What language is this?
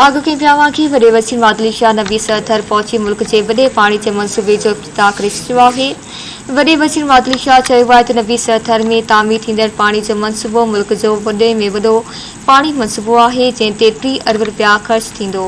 Sindhi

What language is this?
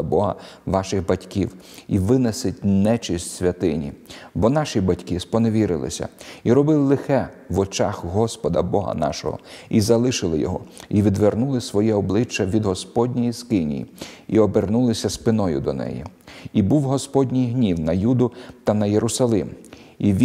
Ukrainian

